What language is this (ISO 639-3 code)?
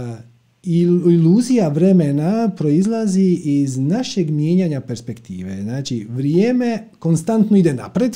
hrv